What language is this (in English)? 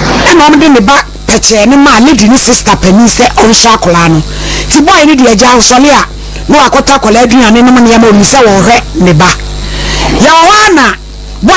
Akan